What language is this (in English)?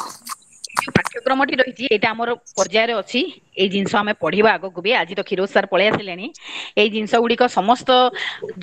Odia